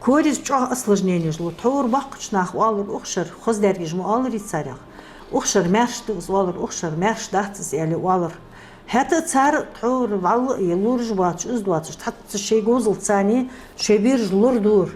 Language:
Ingush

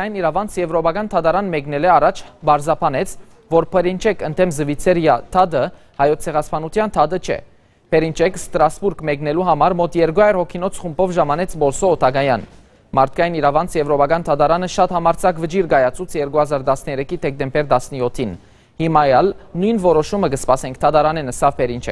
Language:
Western Armenian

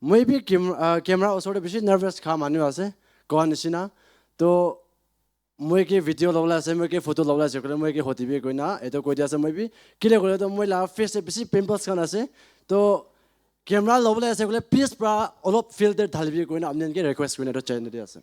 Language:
Naga Pidgin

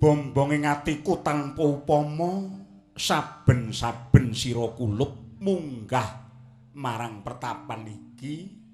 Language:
Javanese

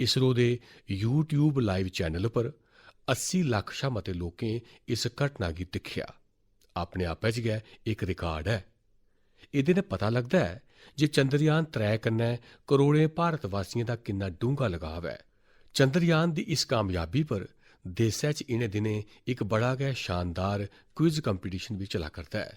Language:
Dogri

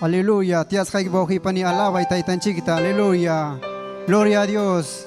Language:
Ayacucho Quechua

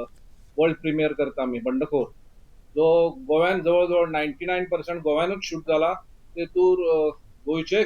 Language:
Konkani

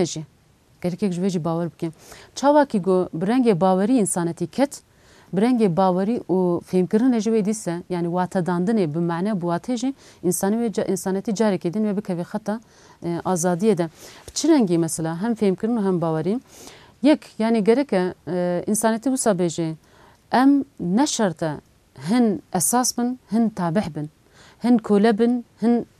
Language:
Kurdish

